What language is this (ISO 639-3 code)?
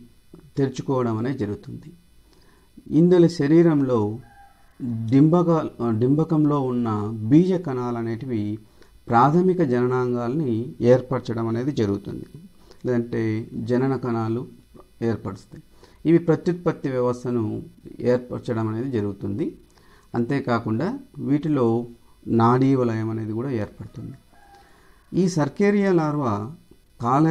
tel